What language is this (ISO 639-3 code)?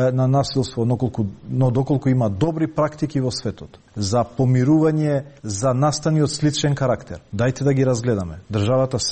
mkd